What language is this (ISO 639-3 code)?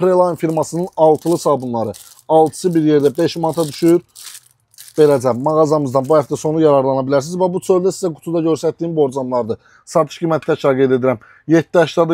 aze